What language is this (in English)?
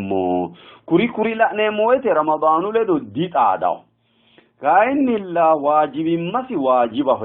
Sidamo